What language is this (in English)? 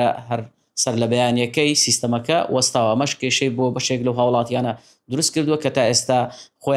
Central Kurdish